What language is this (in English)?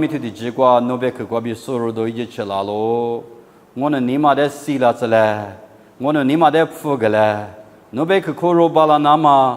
Lisu